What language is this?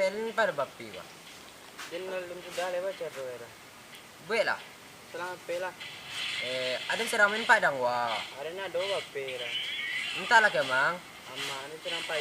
Minangkabau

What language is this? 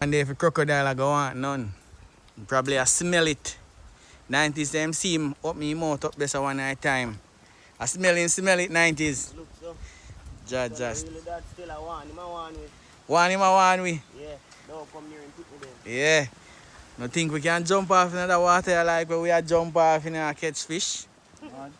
Jamaican Creole English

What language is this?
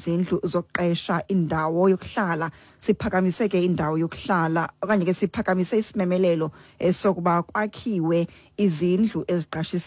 Xhosa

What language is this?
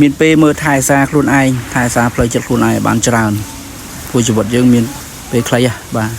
Khmer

